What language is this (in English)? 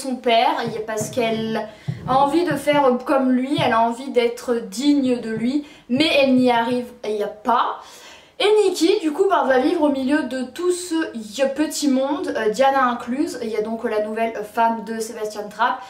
French